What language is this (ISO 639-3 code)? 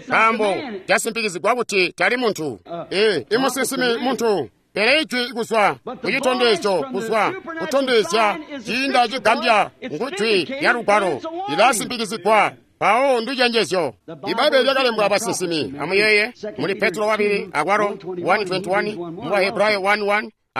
toi